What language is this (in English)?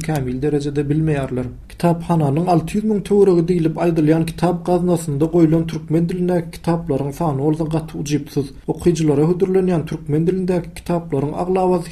Turkmen